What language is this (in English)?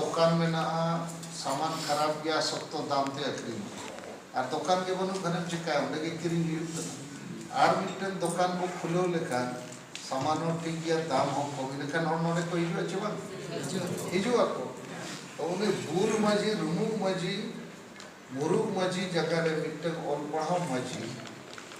Santali